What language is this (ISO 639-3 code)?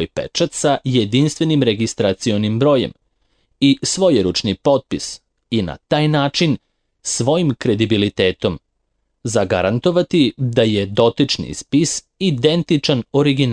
srp